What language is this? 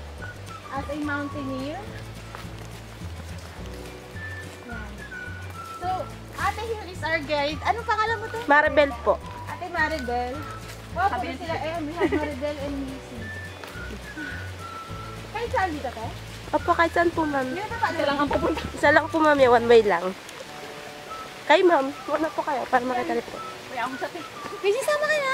Filipino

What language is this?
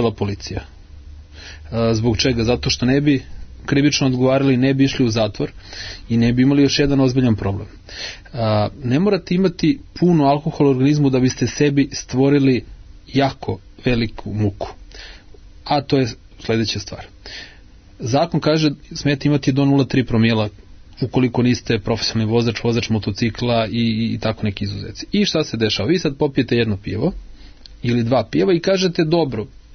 Serbian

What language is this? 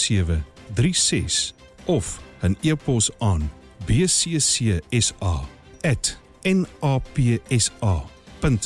Afrikaans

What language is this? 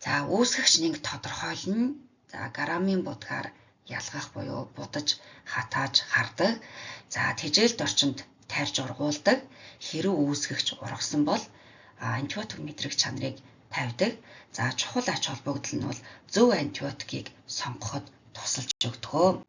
Mongolian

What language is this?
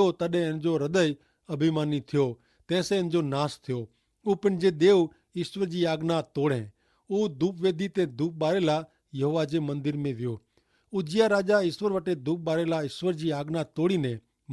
Kachhi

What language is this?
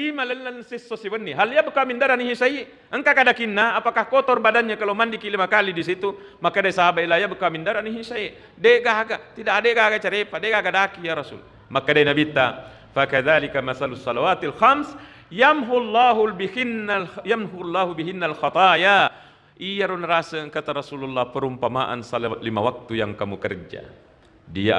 Buginese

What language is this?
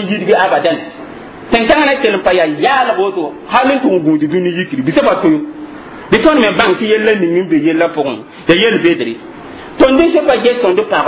Mossi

